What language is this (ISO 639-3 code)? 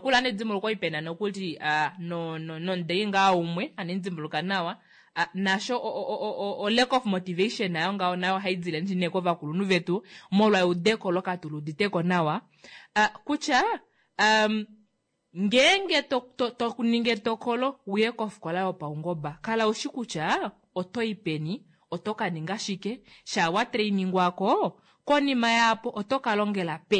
kua